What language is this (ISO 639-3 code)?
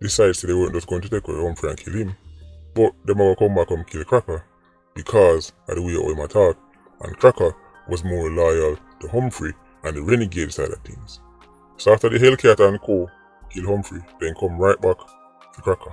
jam